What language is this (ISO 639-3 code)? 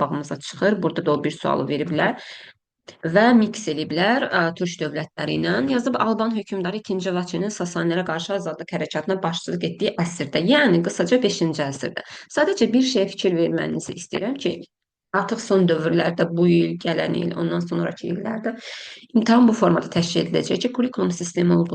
aze